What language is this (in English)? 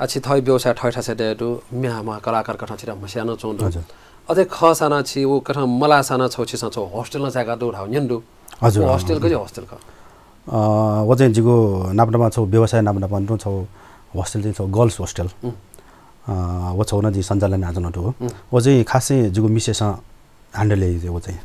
Newari